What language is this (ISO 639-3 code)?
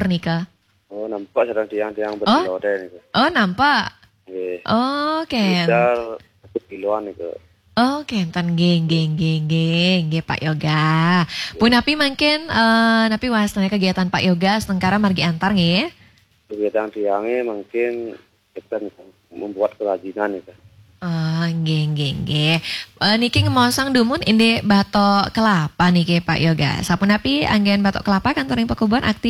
ban